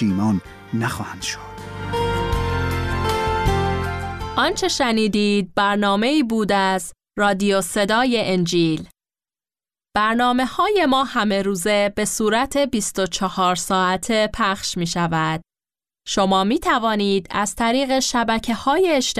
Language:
Persian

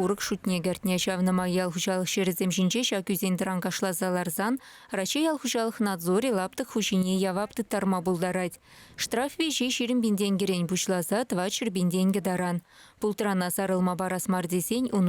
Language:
Chuvash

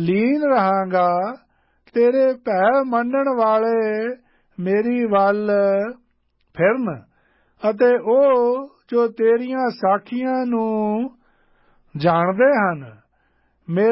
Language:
Punjabi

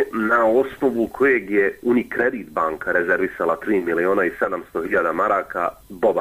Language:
Bosnian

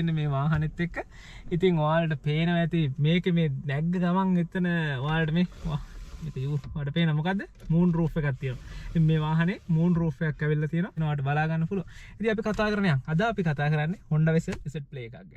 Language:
Sinhala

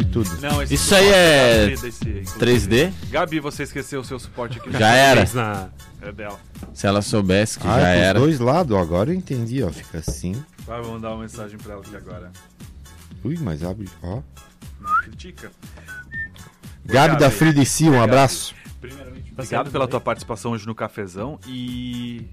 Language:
Portuguese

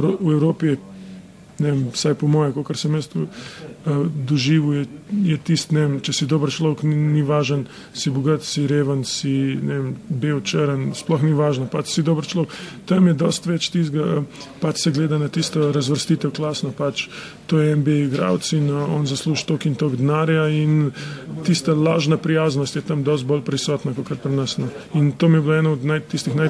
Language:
Slovenian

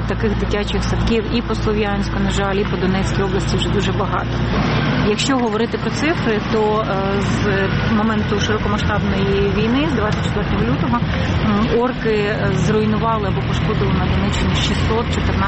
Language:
Ukrainian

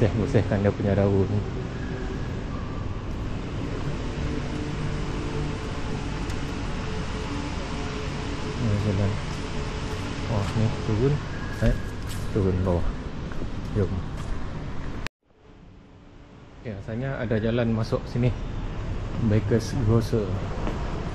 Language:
Malay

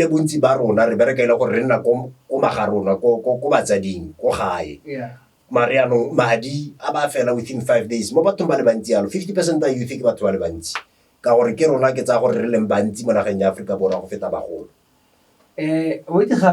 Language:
Tswana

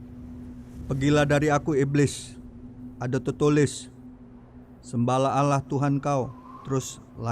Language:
Musi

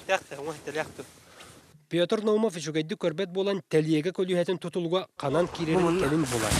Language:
Yakut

